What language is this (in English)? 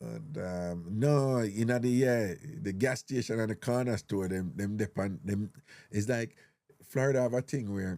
Jamaican Creole English